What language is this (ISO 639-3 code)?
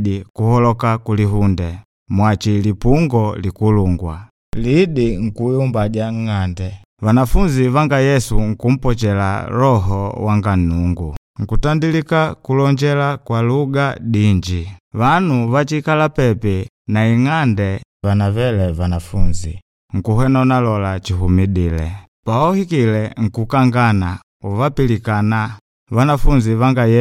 kde